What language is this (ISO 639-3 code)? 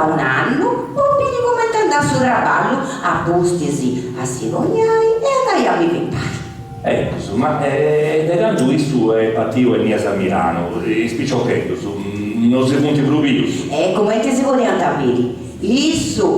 srd